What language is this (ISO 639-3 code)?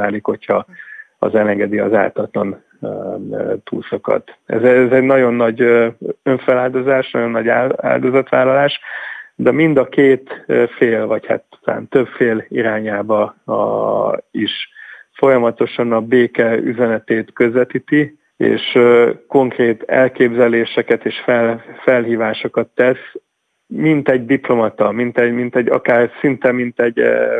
hun